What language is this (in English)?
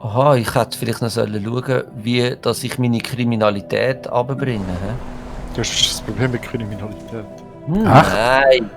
Swiss German